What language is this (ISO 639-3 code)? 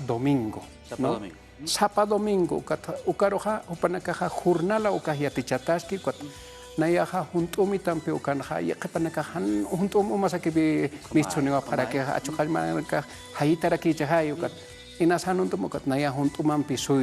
aym